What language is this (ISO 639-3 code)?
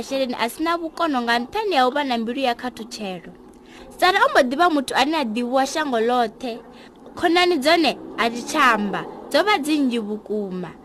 ven